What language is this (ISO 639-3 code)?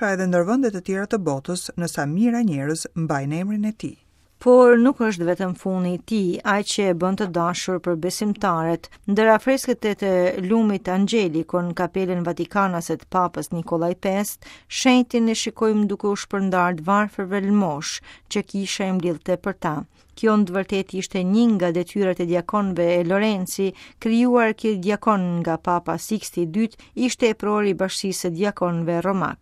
sqi